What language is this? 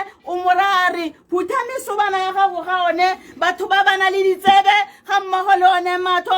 Tswana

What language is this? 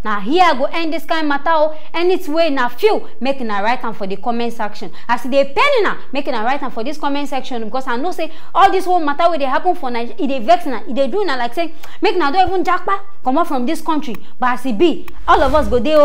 Nigerian Pidgin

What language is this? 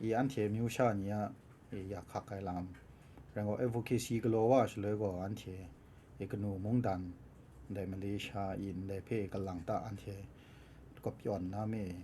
Kachin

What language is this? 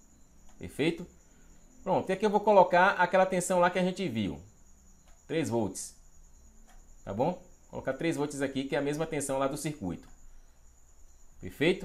Portuguese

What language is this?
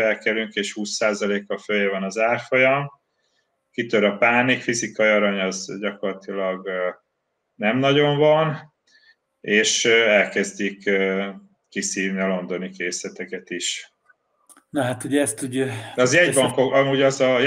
Hungarian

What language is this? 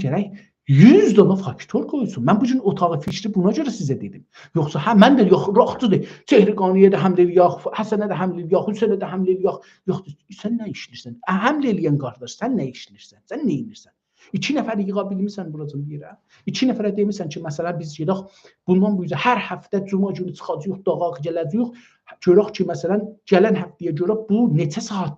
South Azerbaijani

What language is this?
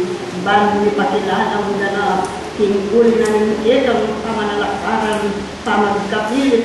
Pampanga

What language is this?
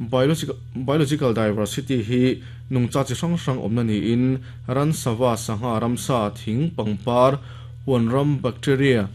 Mizo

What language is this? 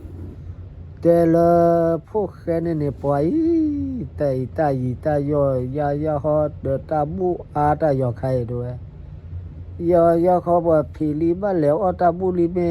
S'gaw Karen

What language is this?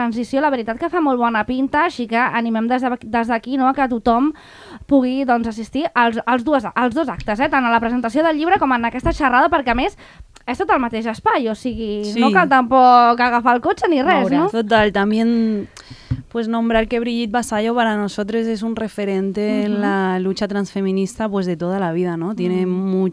Catalan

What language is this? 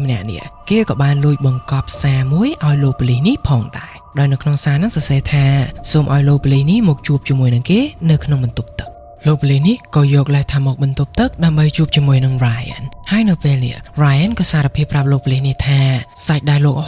Khmer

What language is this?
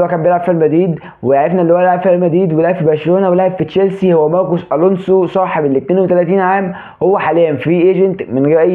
Egyptian Arabic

